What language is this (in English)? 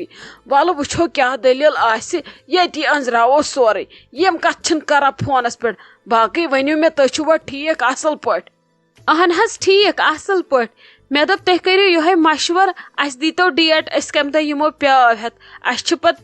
Kashmiri